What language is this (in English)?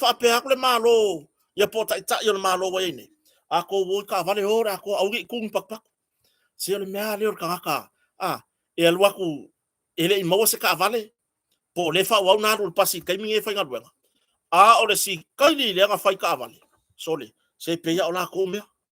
Samoan